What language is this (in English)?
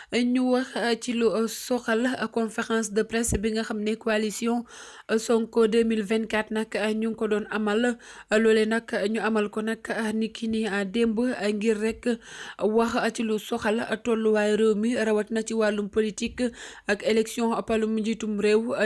Wolof